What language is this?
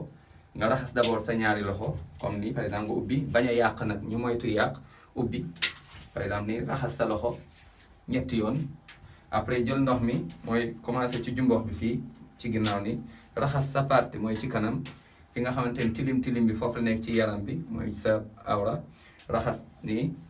Wolof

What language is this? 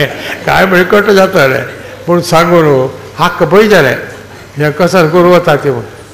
Konkani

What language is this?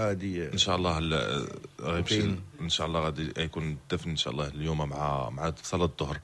Moroccan Arabic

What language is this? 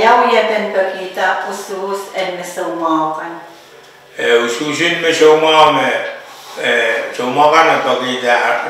Pohnpeian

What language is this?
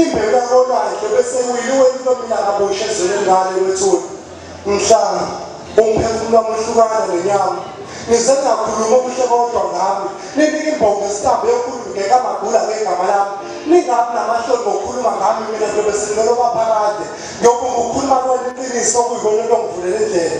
Zulu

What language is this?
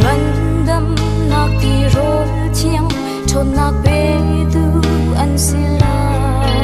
Hakha Chin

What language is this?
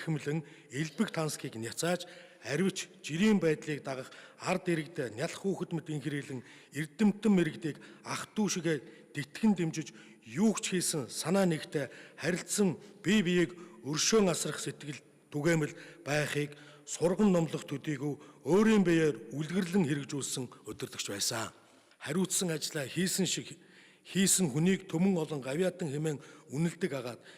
Mongolian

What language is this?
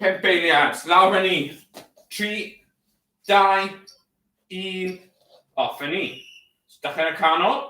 Welsh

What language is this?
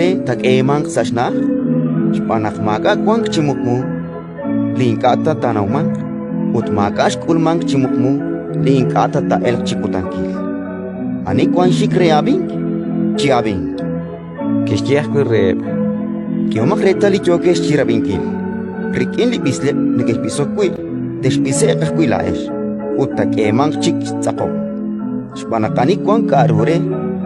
Kekchí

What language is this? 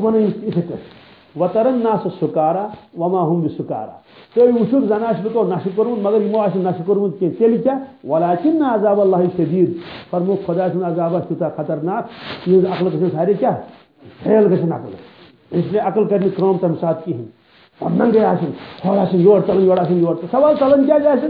Kashmiri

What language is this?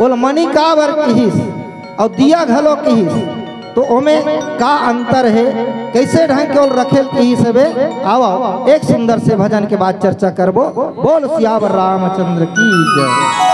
Chhattisgarhi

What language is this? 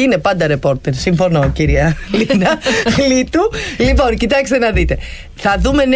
Greek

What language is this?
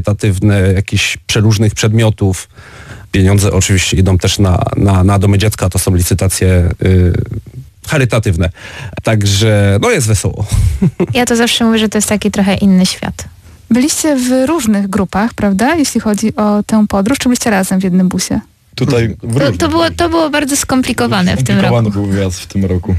Polish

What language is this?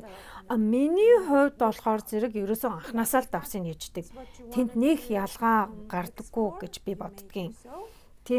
Mongolian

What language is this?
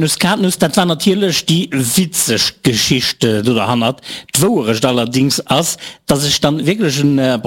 Luxembourgish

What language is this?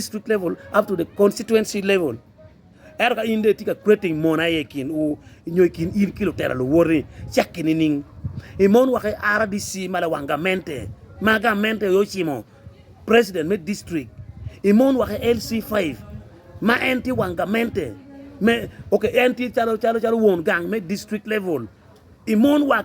Acoli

